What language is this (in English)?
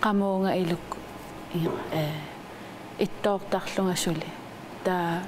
Kalaallisut